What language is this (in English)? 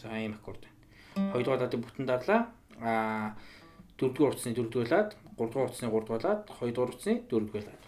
Mongolian